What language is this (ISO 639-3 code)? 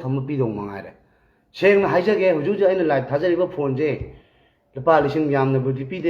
mni